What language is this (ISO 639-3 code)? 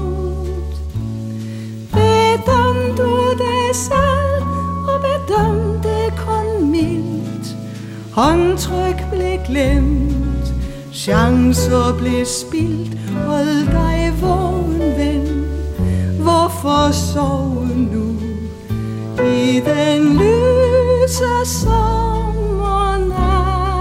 dan